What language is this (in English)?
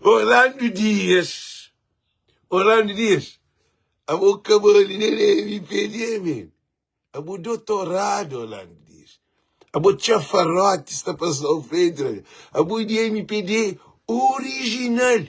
Kabuverdianu